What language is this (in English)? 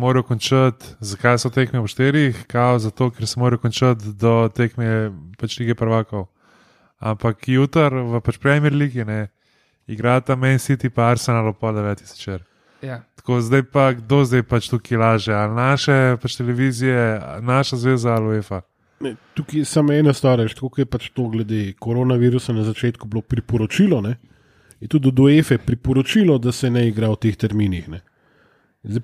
Slovenian